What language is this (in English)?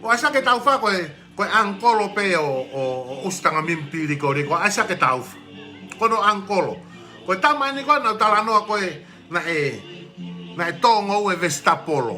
Tongan